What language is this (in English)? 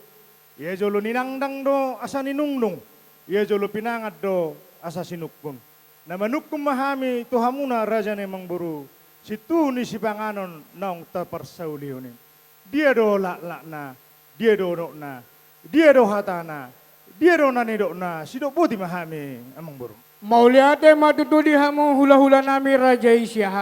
Batak Toba